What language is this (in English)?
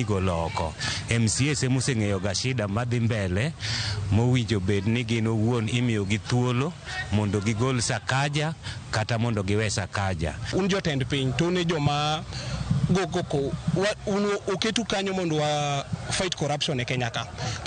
Luo (Kenya and Tanzania)